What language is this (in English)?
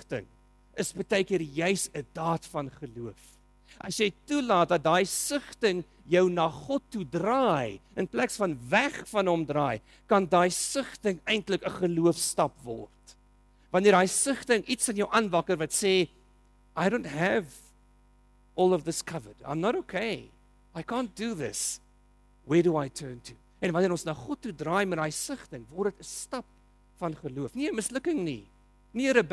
Afrikaans